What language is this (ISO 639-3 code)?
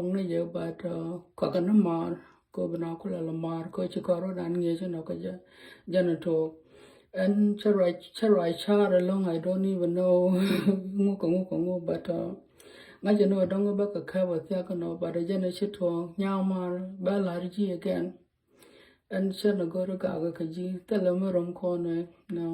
nus